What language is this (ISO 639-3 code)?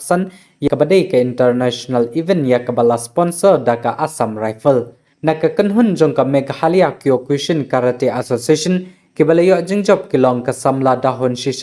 kha